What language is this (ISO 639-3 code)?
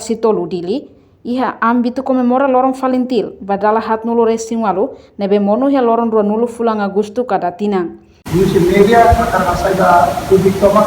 tet